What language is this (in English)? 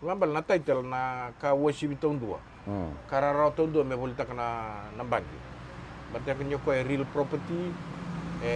Fijian